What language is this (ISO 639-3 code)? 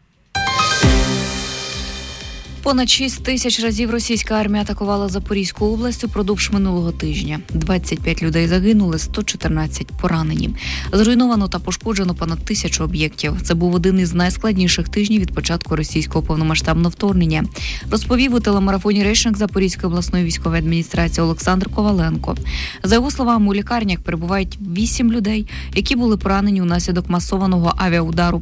ukr